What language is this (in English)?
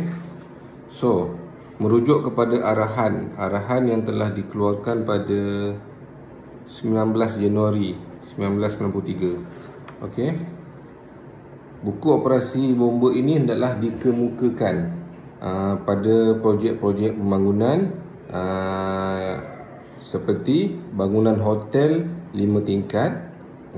Malay